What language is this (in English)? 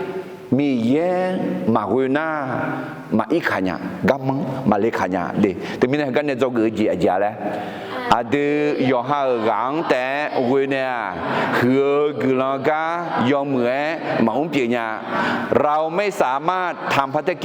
Akha